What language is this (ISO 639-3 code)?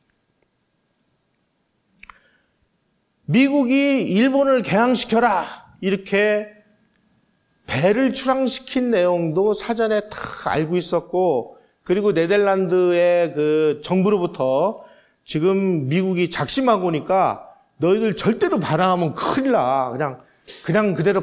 kor